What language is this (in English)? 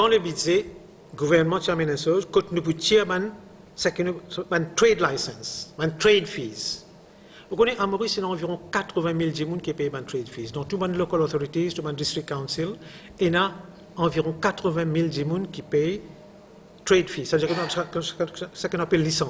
Morisyen